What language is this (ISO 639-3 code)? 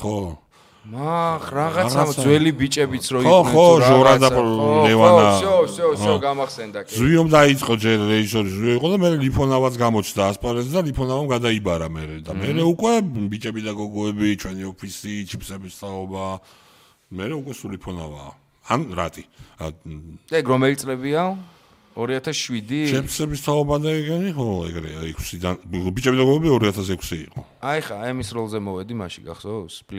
kat